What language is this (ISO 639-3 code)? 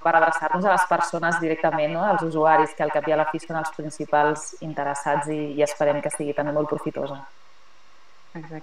cat